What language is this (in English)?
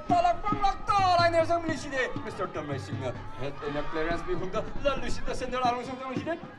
Tangkhul Naga (India)